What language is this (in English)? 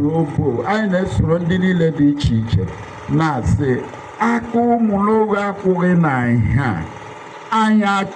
Igbo